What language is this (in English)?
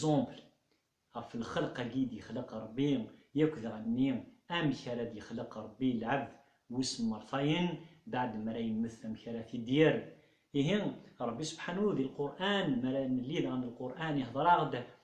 Kabyle